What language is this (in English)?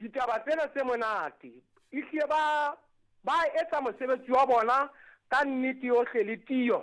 Southern Sotho